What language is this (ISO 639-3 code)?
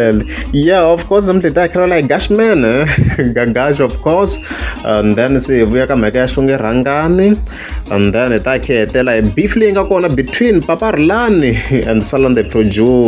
tso